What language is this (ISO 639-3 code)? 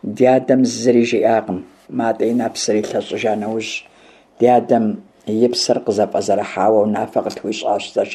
kbd